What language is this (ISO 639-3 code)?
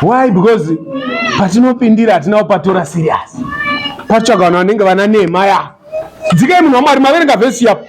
sna